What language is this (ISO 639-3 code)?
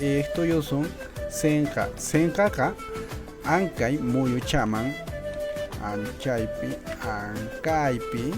que